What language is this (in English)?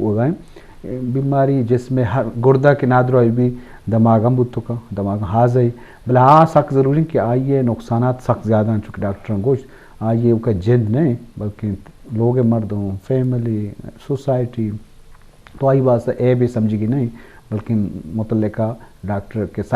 Eastern Balochi